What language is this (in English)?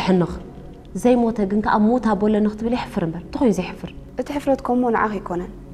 Tigrinya